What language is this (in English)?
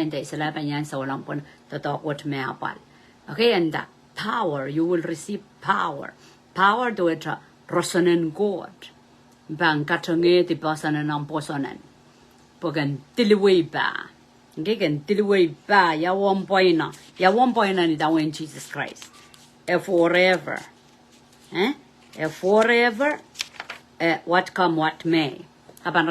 Pohnpeian